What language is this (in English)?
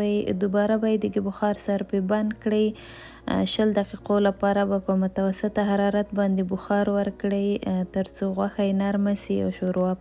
Pashto